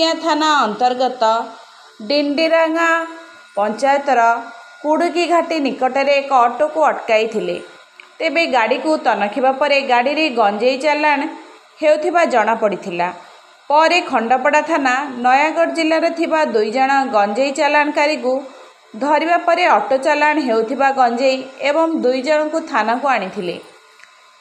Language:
Odia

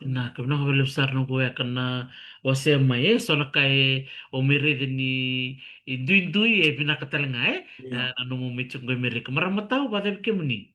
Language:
Fijian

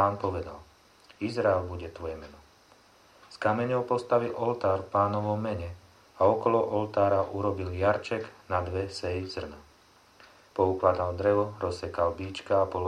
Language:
Slovak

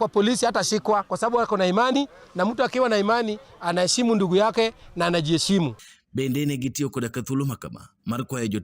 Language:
Luo (Kenya and Tanzania)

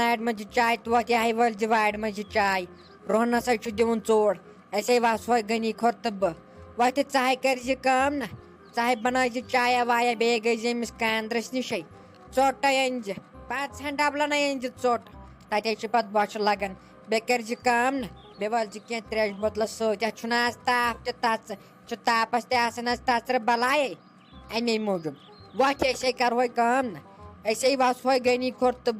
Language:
Kashmiri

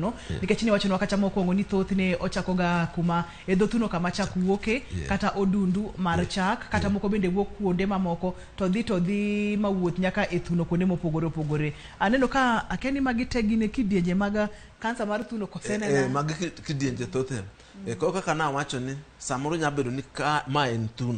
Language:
Luo (Kenya and Tanzania)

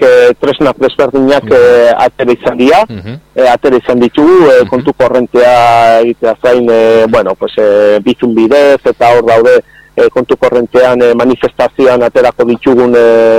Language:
Basque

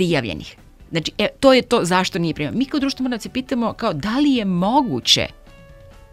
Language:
Serbian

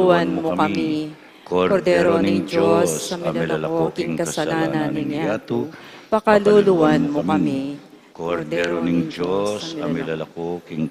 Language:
Pampanga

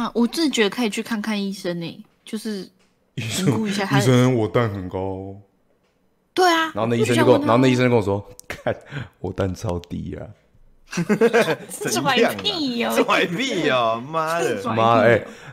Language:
Chinese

